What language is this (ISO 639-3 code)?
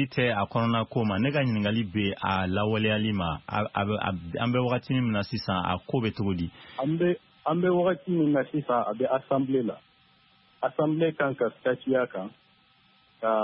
bam